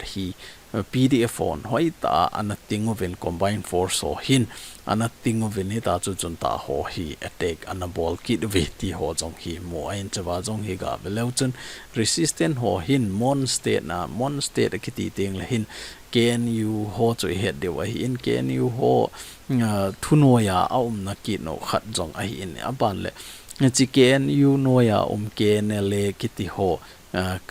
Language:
Thado Chin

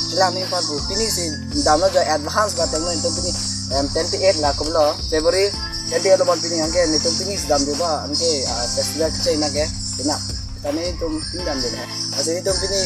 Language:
Karbi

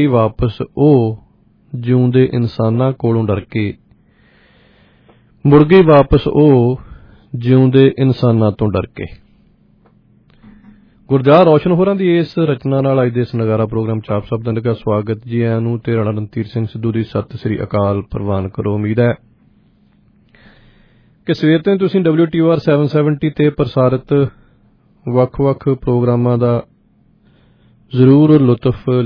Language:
Punjabi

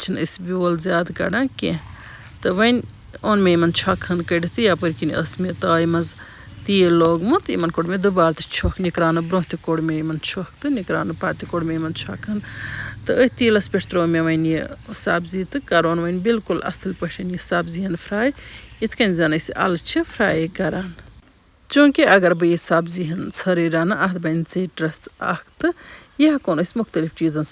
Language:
Kashmiri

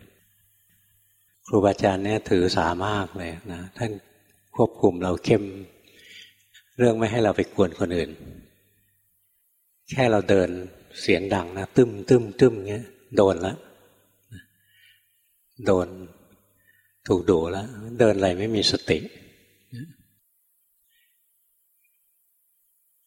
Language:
Thai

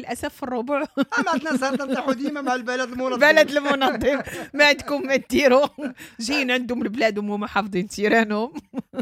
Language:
Moroccan Arabic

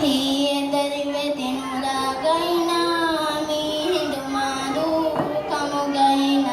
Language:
Divehi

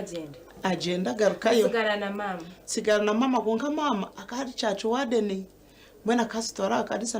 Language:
Nyankole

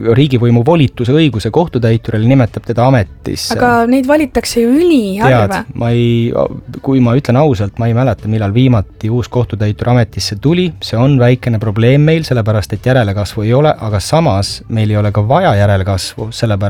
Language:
Estonian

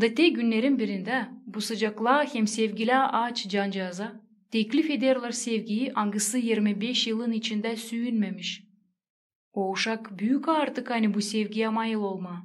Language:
Gagauz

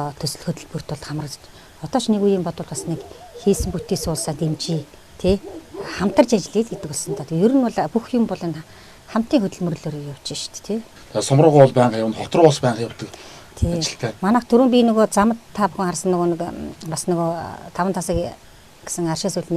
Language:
Mongolian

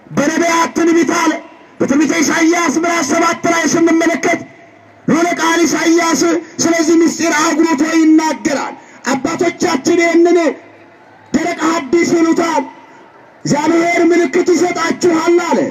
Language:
Amharic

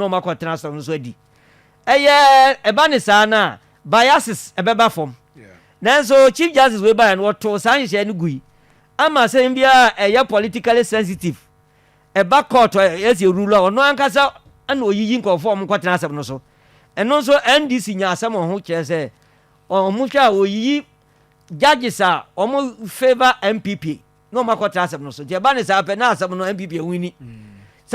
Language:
Akan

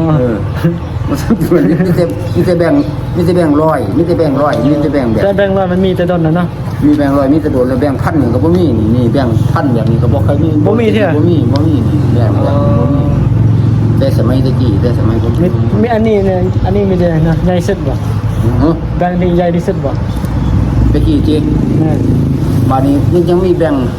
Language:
Northeastern Thai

